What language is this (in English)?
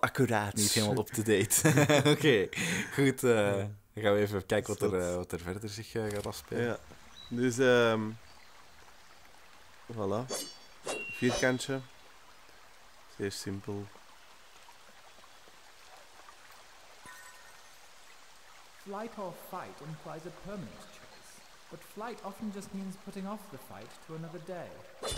Dutch